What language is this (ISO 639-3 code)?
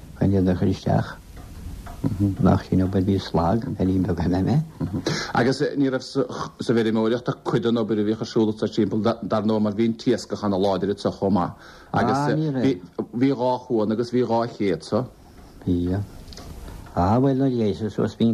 gle